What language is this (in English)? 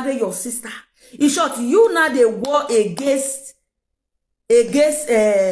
Nigerian Pidgin